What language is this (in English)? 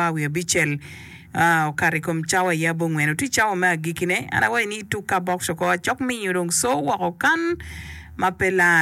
Acoli